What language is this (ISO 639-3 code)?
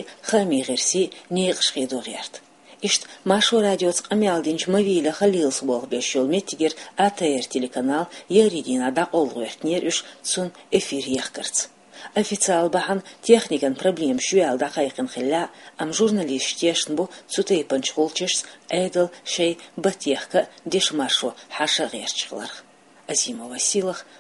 che